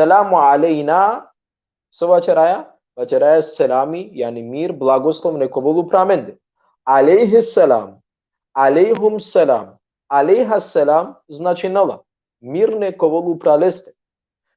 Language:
Balkan Romani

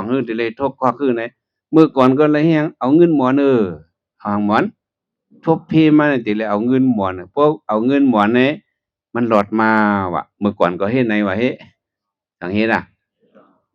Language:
Shan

